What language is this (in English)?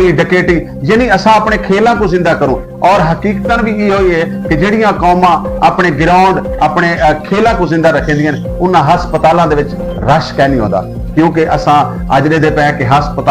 Saraiki